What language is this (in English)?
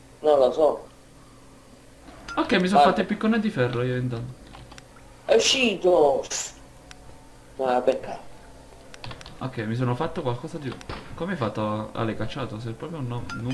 Italian